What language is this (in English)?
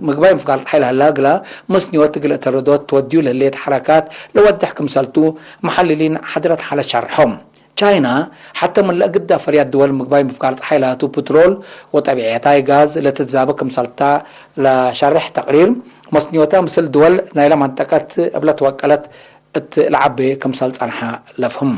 Tigre